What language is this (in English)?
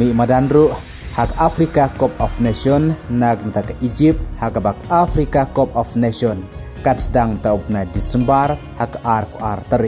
Khasi